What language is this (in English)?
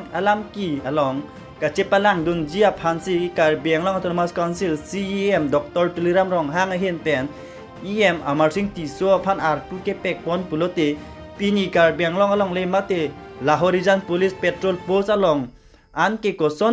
Karbi